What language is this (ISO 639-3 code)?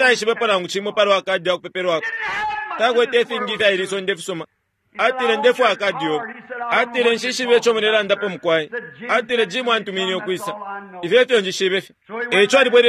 bem